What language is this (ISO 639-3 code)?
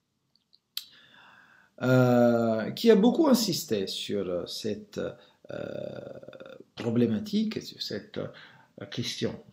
fra